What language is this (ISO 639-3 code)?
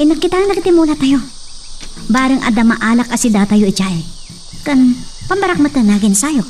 ilo